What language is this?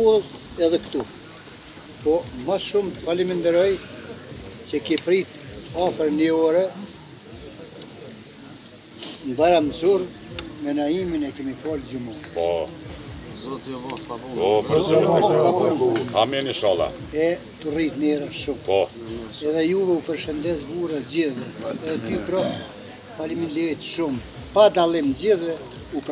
Gheg Albanian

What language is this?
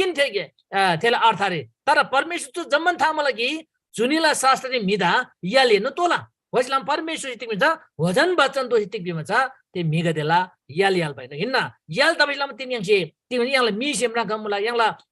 Eastern Tamang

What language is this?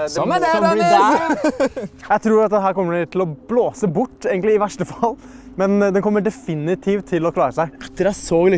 Norwegian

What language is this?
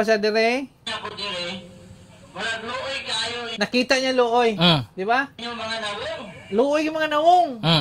Cebuano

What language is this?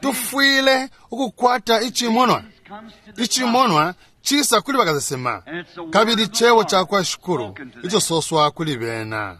Bemba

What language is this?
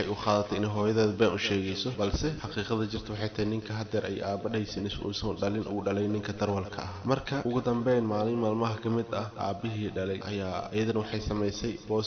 Somali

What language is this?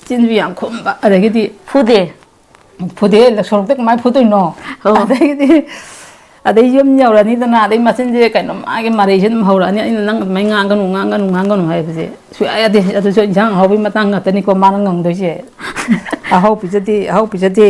Manipuri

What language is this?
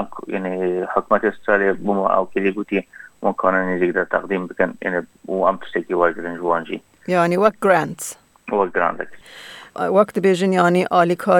Kurdish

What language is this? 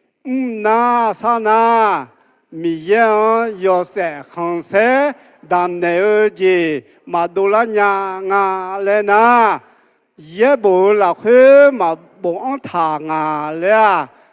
Akha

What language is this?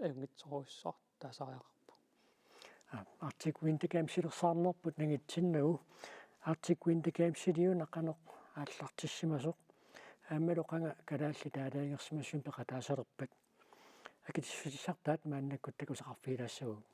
Kalaallisut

